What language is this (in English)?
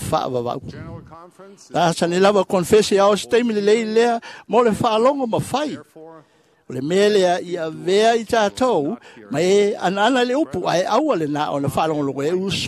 Samoan